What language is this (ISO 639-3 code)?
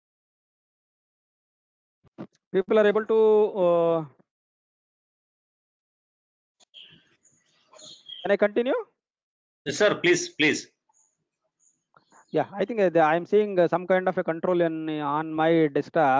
eng